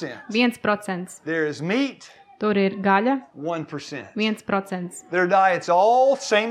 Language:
Latvian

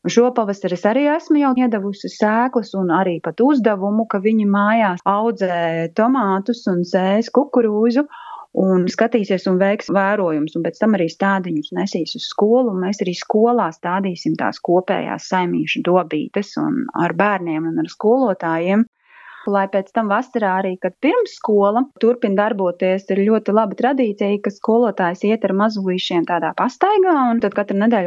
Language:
Latvian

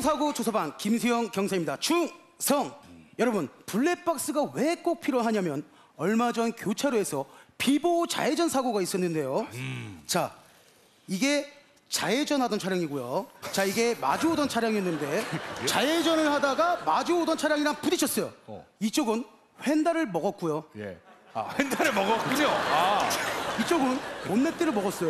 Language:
Korean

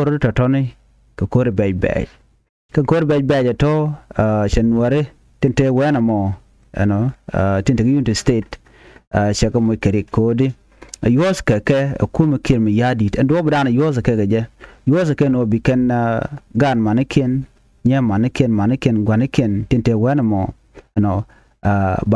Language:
Nuer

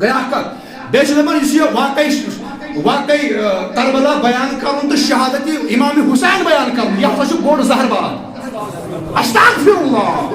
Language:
Kashmiri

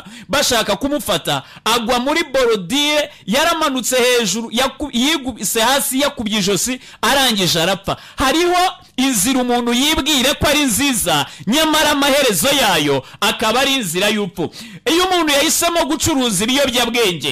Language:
Kinyarwanda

